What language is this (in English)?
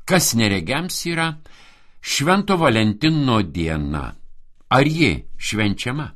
Lithuanian